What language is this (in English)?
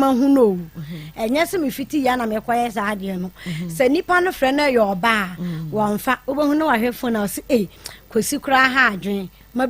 Akan